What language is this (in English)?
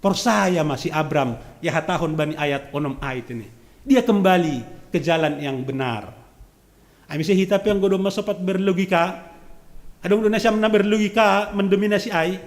Batak Simalungun